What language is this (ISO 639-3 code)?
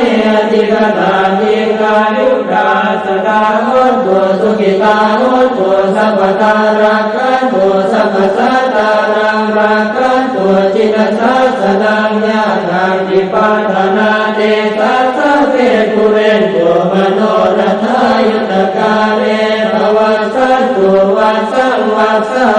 pli